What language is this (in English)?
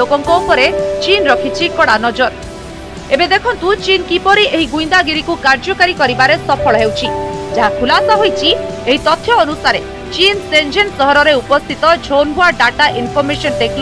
Odia